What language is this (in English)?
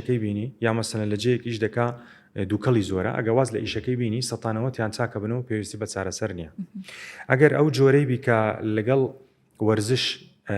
Central Kurdish